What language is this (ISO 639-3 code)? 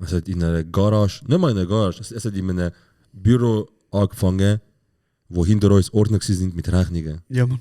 gsw